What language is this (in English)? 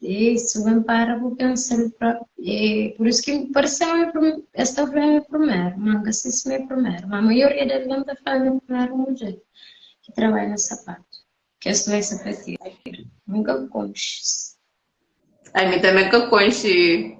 Kabuverdianu